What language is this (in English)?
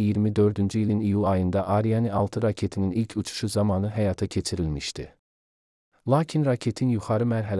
Azerbaijani